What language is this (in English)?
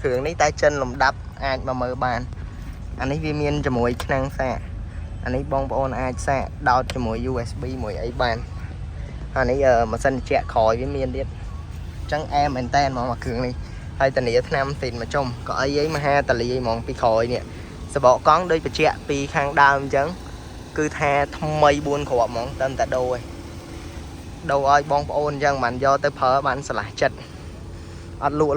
Khmer